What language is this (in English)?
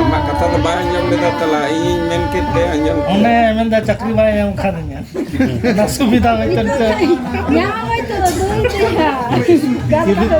Santali